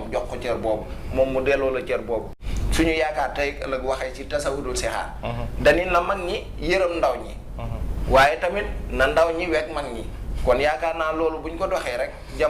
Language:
Wolof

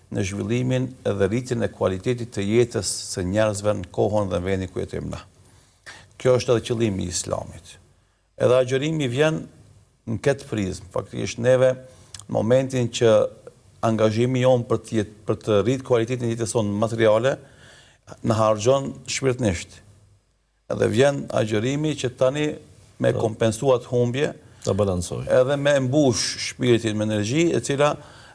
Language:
Albanian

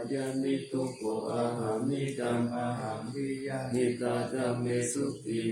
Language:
Pali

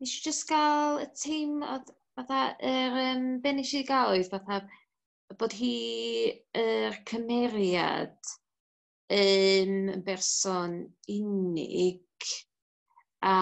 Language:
Welsh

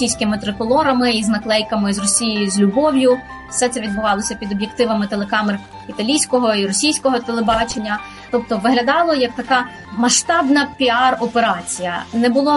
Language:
Ukrainian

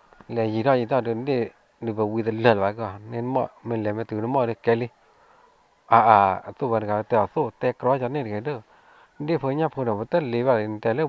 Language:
S'gaw Karen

